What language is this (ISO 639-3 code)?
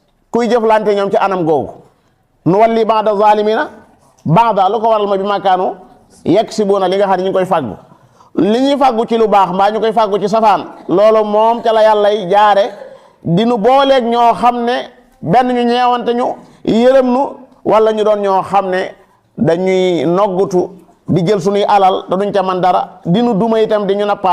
wol